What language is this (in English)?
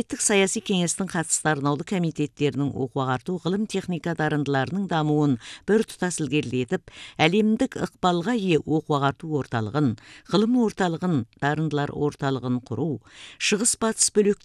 Kazakh